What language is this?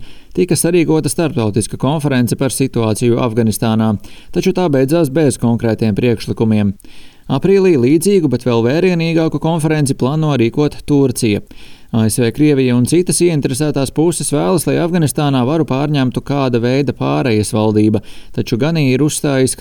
Latvian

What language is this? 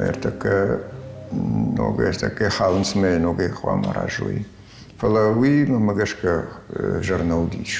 Ossetic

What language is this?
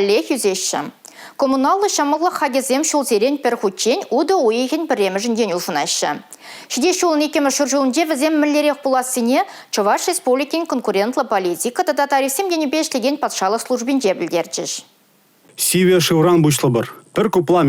Chuvash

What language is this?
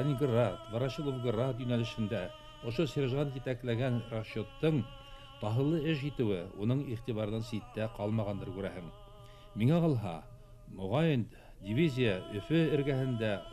Bashkir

